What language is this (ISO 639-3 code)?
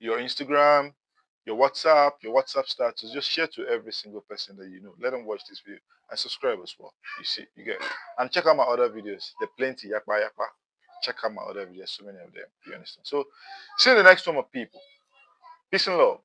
pcm